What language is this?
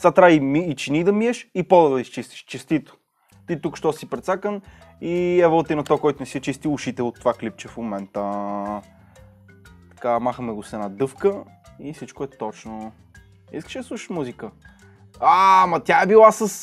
Bulgarian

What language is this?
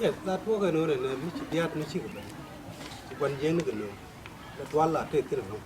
Nuer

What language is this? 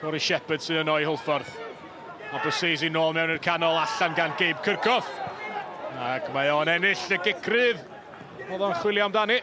Welsh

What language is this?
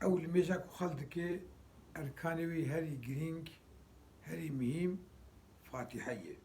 Kurdish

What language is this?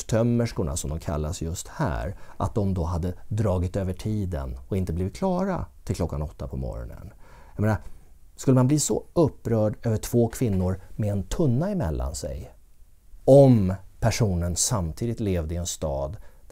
Swedish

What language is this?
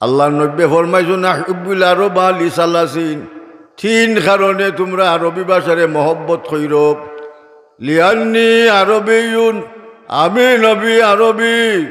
Sylheti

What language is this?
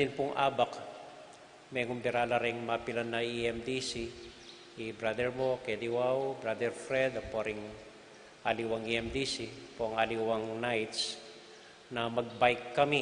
Pampanga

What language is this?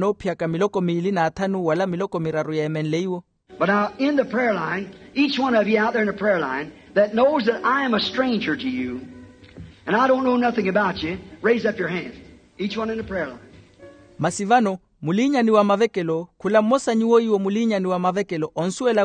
Makhuwa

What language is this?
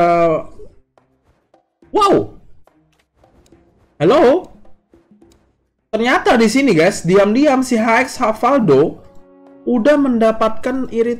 Indonesian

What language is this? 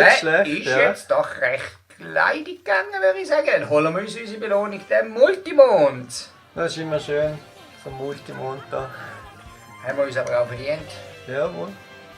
Swiss German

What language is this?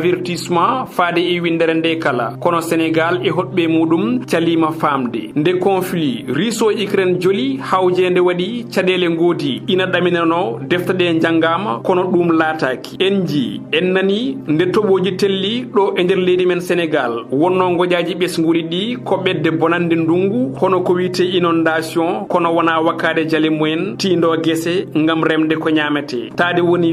Fula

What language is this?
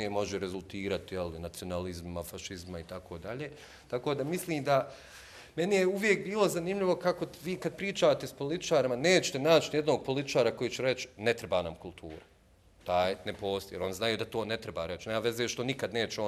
Bosnian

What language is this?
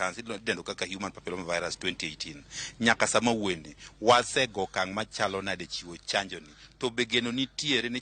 Luo (Kenya and Tanzania)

